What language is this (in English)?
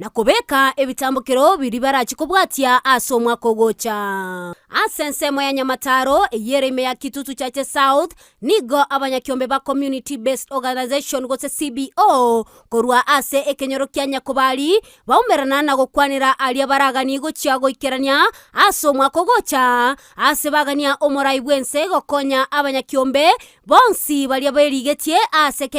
Gusii